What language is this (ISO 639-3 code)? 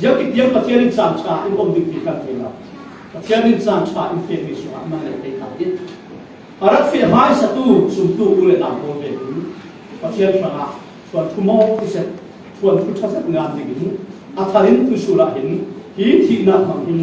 cfm